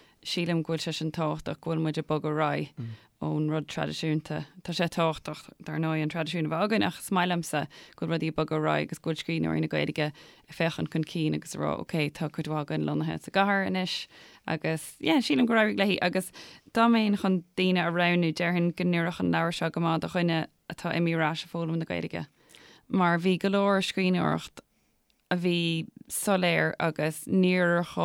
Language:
Irish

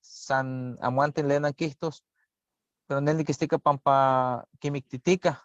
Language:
Eastern Huasteca Nahuatl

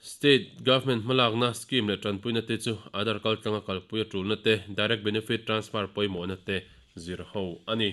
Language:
Mizo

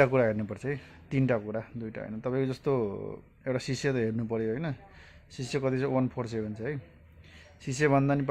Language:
Nepali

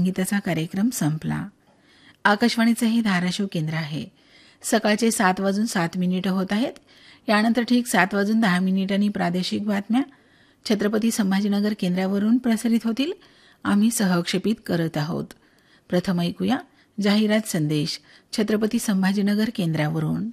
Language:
Marathi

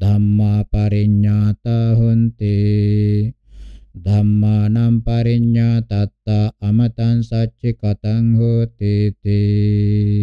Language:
Pali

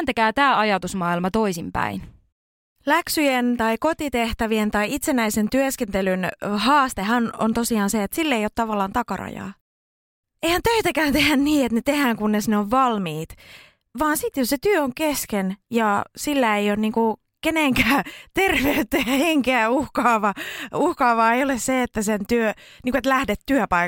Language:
Finnish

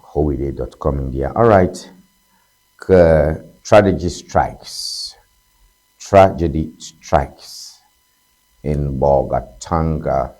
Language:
Ewe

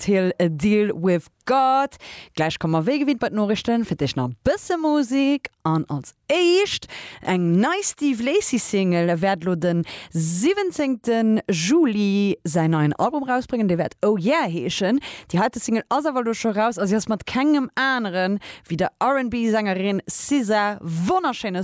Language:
Luxembourgish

